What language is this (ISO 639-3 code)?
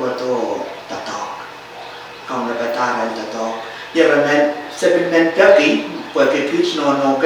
pon